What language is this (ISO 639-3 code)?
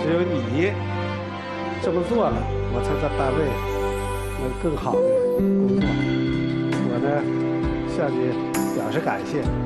zho